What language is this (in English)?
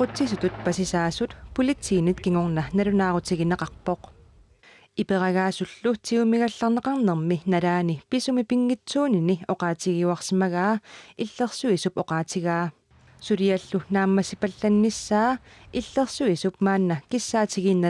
Kalaallisut